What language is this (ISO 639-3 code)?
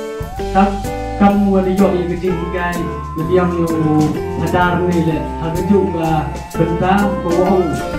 kha